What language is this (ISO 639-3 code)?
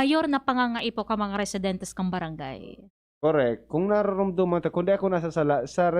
bik